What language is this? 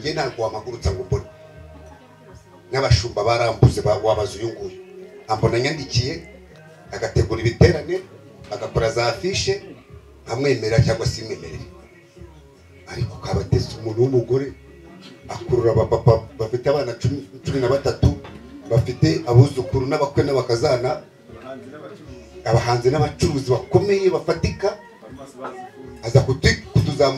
Kinyarwanda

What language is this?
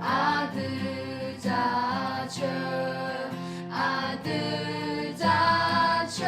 Akha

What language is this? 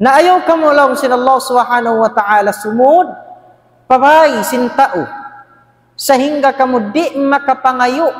Tausug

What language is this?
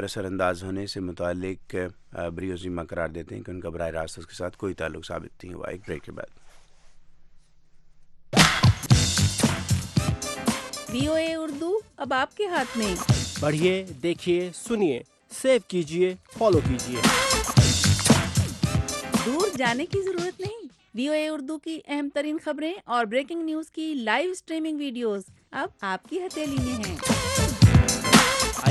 Urdu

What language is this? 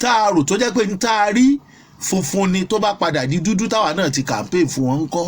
Yoruba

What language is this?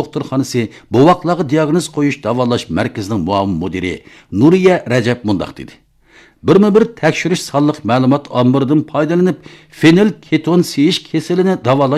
Uyghur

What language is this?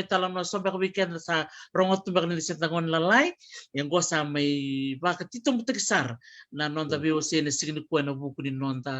Fijian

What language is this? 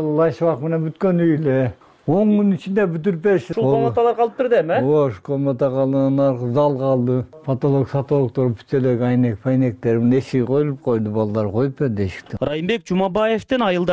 Kyrgyz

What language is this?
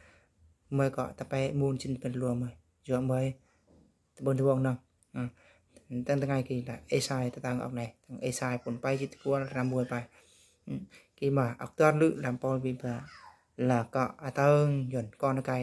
Eastern Bru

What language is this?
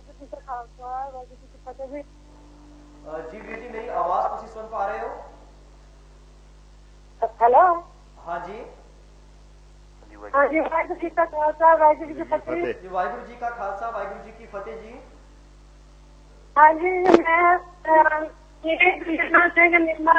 Punjabi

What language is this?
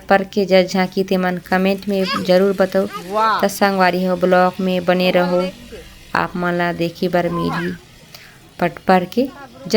Chhattisgarhi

